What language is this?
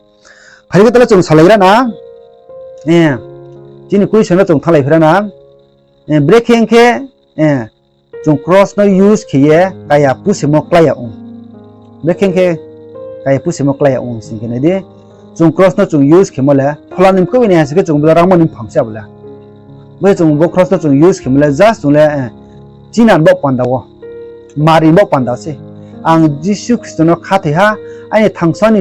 Riang (India)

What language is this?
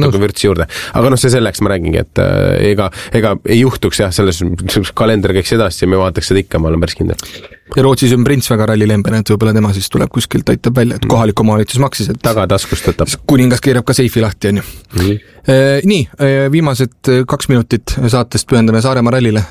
Estonian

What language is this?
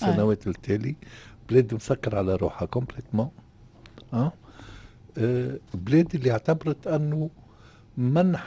Tunisian Arabic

